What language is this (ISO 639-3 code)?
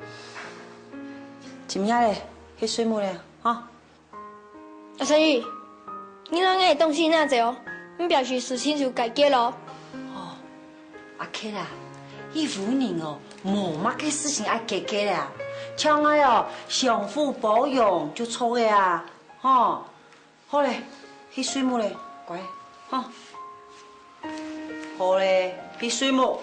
hak